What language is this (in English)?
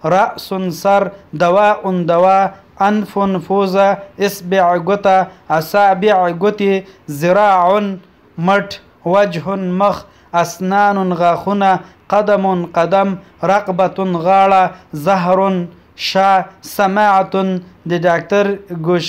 Pashto